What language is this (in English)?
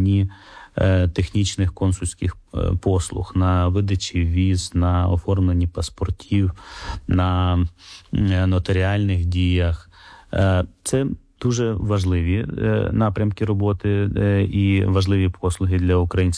Ukrainian